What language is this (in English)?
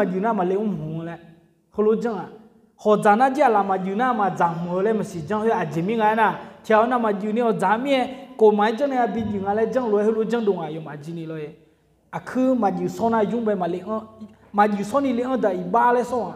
Akha